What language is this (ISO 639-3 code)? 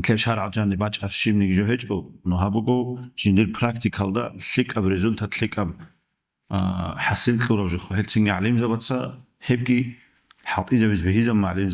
ava